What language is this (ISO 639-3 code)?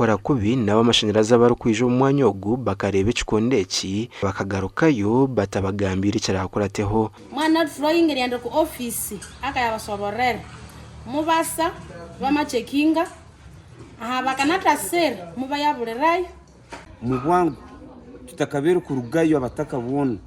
nyn